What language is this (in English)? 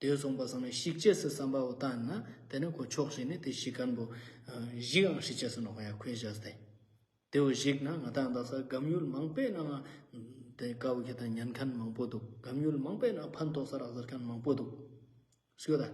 Ladakhi